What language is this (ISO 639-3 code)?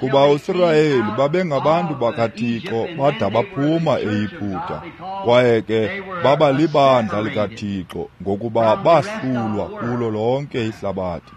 xho